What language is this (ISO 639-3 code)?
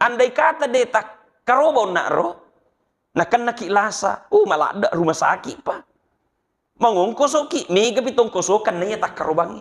bug